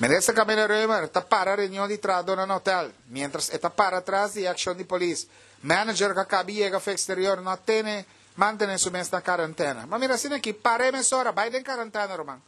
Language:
Papiamento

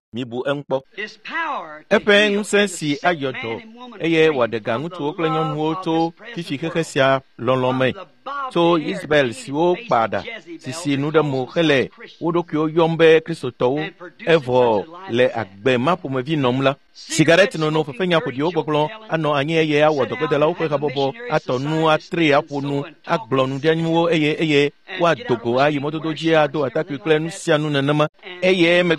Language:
Ewe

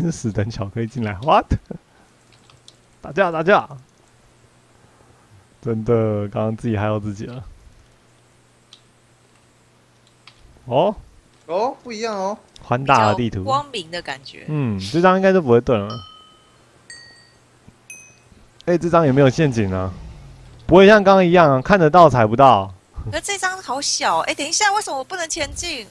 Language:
Chinese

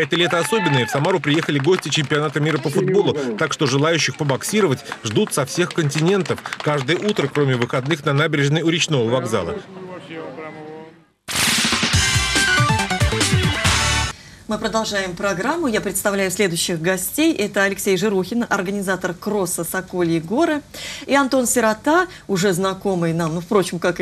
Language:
Russian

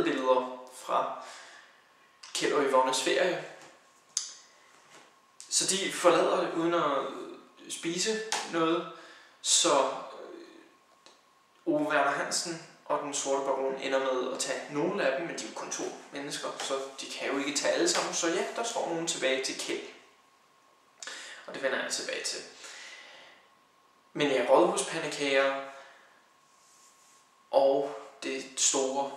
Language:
Danish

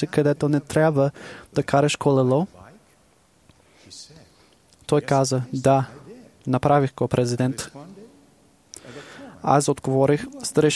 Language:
Bulgarian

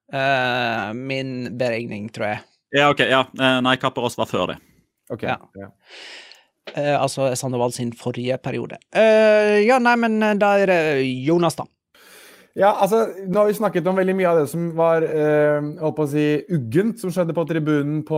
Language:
Norwegian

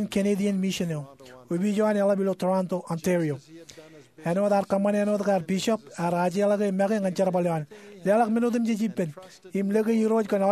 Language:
Marshallese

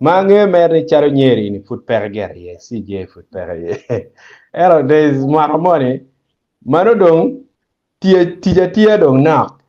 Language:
Acoli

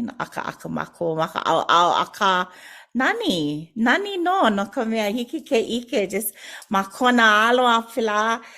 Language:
Hawaiian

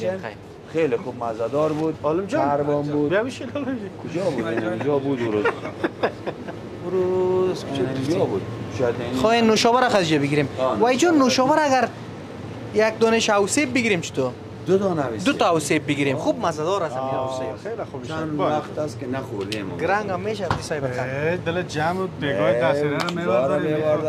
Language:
Persian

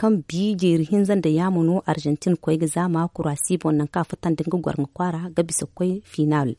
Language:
Zarma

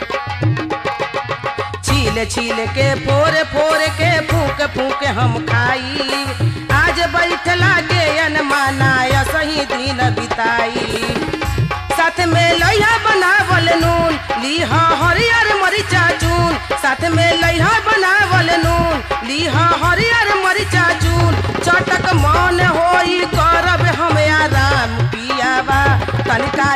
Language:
Bhojpuri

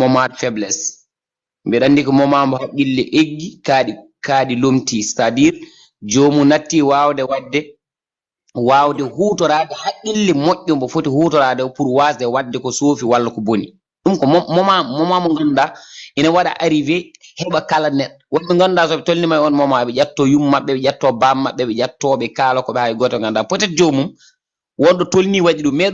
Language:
Fula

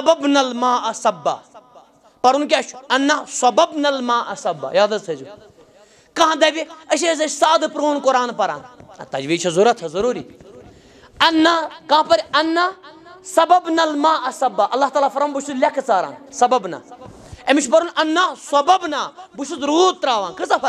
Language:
Kashmiri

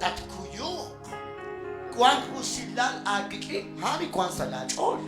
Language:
Kekchí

